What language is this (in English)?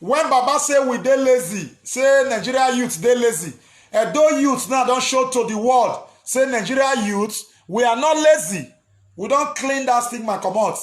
Nigerian Pidgin